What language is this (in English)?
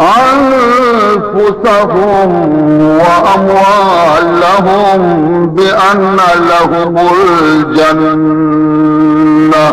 Baluchi